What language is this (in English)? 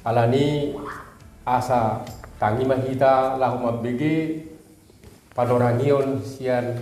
Batak Toba